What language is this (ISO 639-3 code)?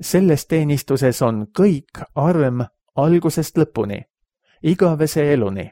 est